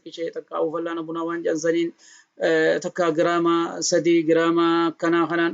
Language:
Oromo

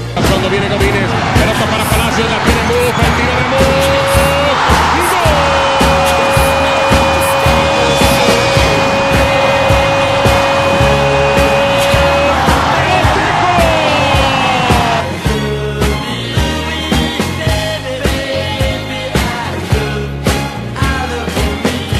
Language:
Serbian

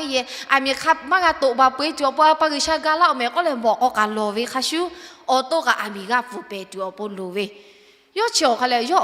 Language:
Lahu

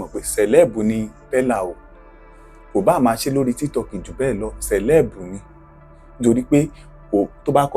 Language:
Yoruba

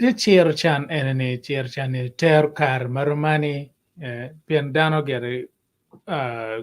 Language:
Acoli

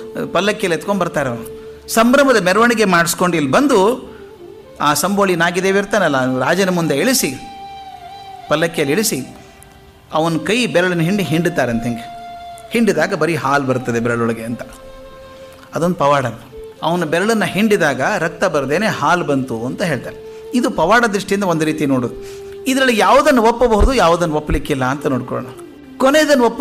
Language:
Kannada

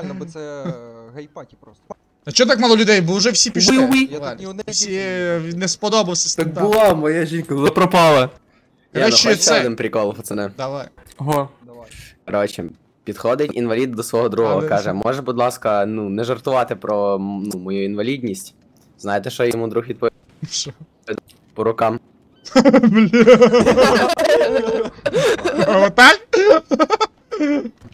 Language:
Ukrainian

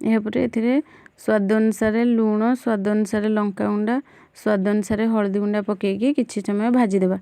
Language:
Odia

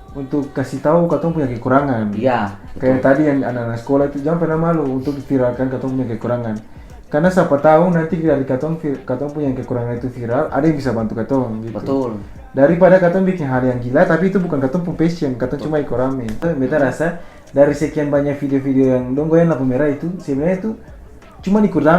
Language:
Ambonese Malay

